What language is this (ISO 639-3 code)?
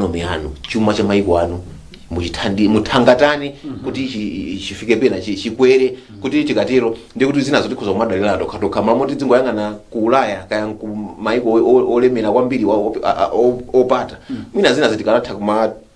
nya